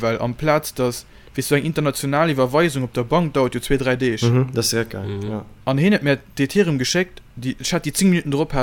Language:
Luxembourgish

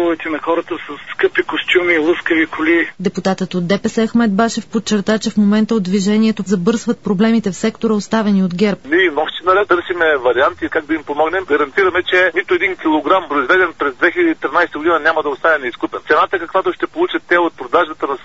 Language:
Bulgarian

